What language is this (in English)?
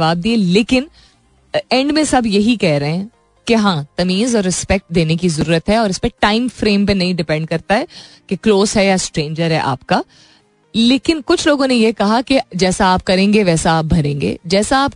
Hindi